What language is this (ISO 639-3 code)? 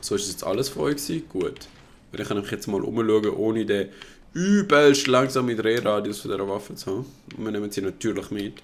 gsw